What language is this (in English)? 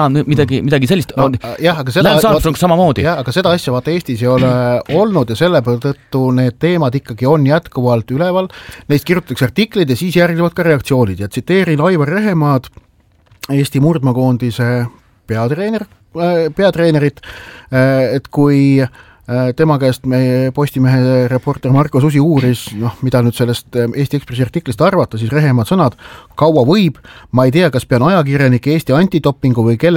Estonian